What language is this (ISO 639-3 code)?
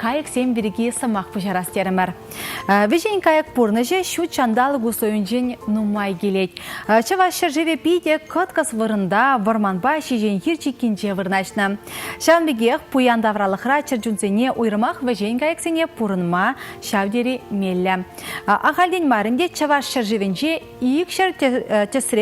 chv